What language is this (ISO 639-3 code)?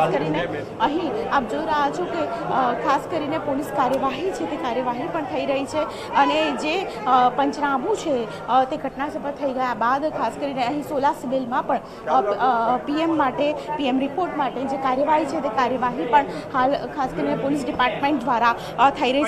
guj